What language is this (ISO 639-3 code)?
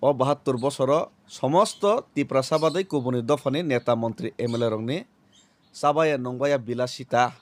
trp